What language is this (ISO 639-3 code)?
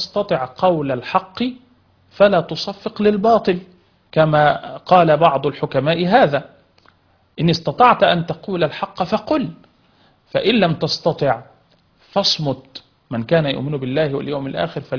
ara